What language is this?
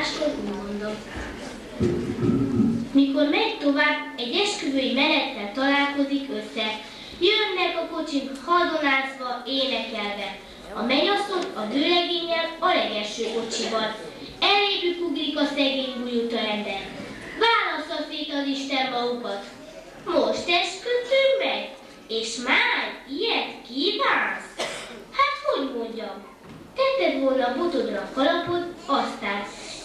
Hungarian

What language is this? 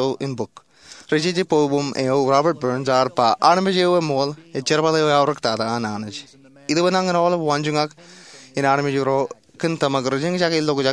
Marshallese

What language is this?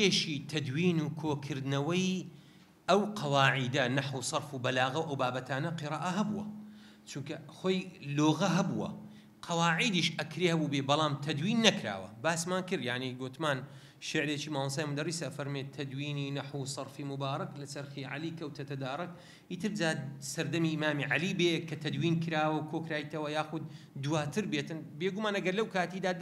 Central Kurdish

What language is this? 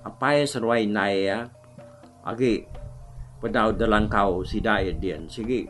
Iban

